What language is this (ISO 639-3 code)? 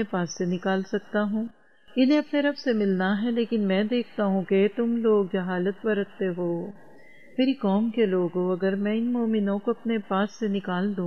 urd